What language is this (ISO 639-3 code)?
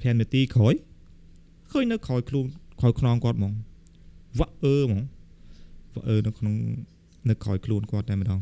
khm